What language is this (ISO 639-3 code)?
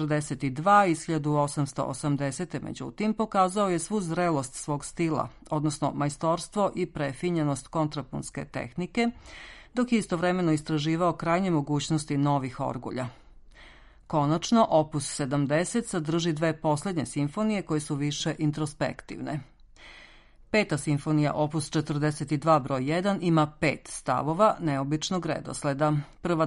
srp